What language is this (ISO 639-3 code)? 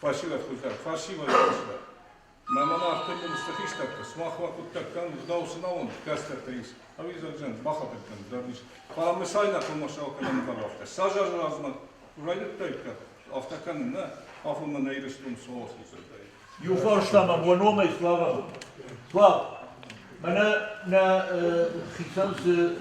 oss